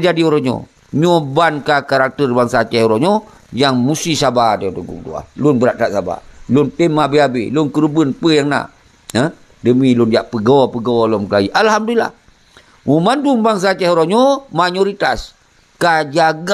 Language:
Achinese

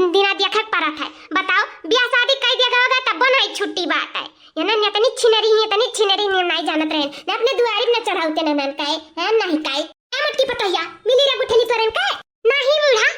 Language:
Awadhi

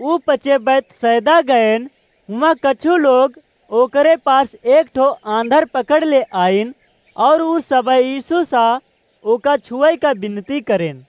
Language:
Awadhi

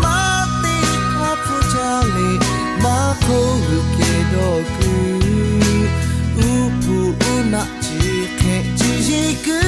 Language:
Lahu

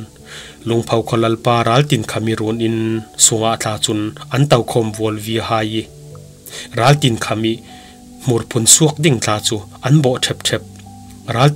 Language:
Falam Chin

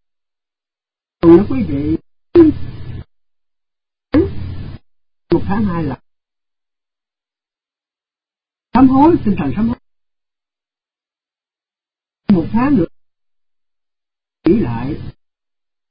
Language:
Vietnamese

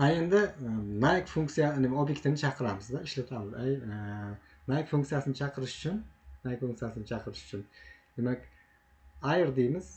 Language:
Uzbek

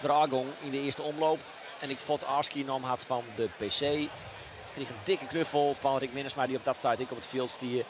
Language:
Western Frisian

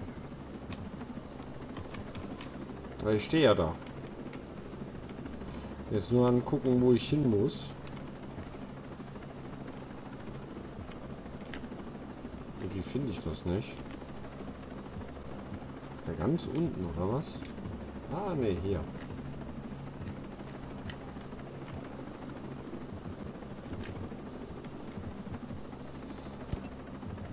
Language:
German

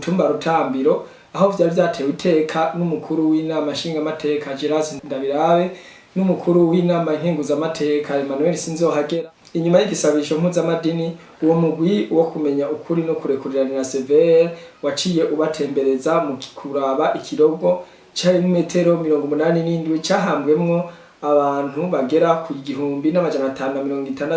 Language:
Rundi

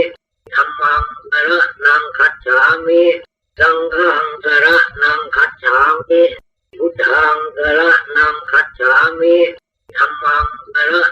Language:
Pali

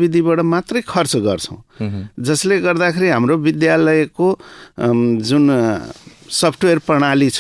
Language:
Nepali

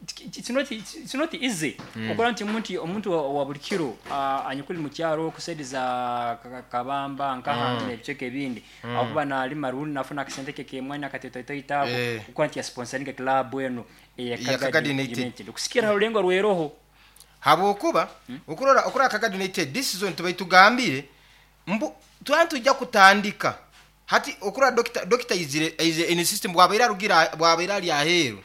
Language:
Nyankole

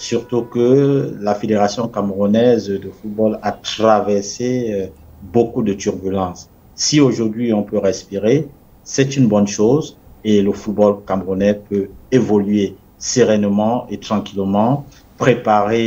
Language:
French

